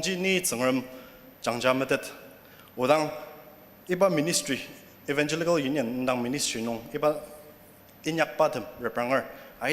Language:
Ao Naga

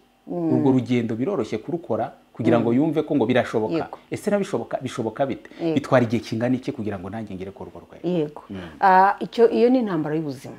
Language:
Kinyarwanda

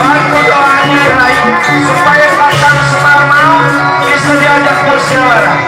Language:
Betawi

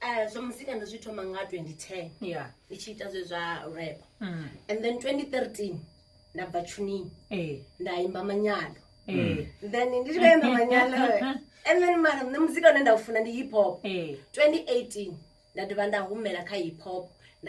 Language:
Venda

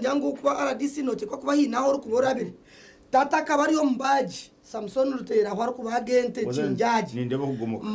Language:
Nyankole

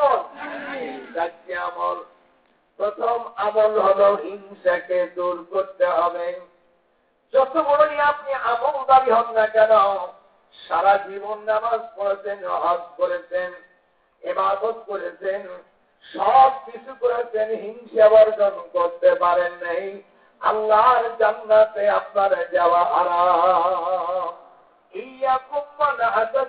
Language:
Bangla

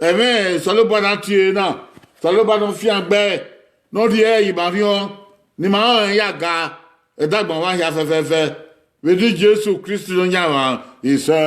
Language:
Bini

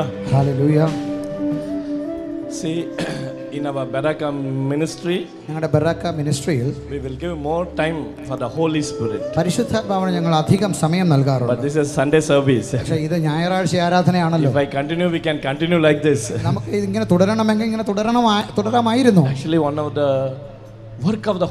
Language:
Malayalam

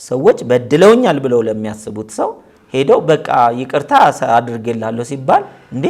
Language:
Amharic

